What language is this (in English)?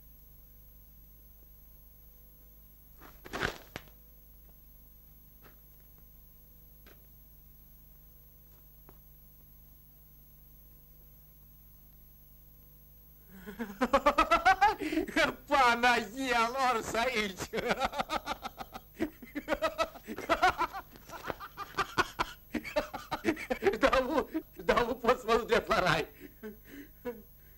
Romanian